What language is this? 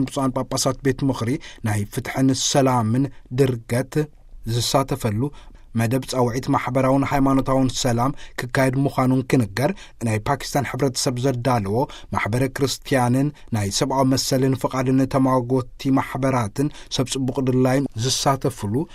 Tigrinya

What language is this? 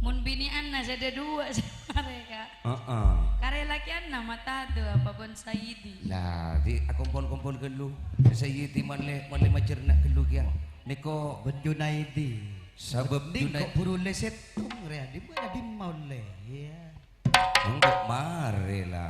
Madurese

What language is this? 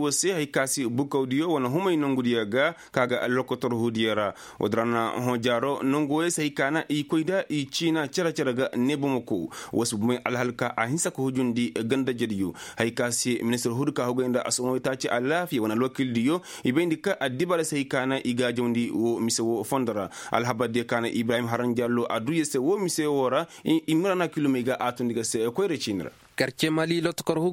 Koyraboro Senni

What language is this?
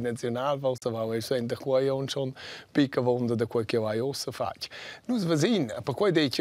Romansh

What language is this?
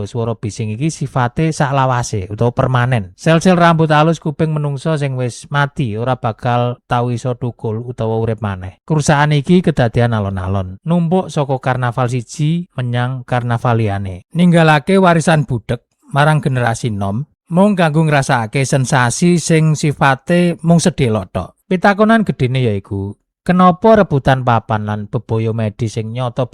Javanese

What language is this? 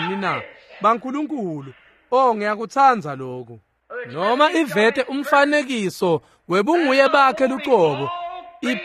Swati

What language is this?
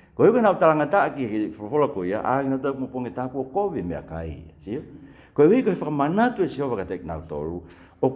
Tongan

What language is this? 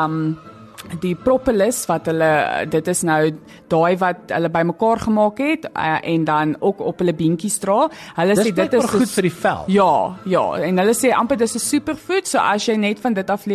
Afrikaans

